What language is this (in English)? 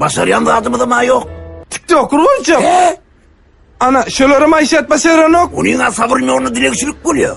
Turkmen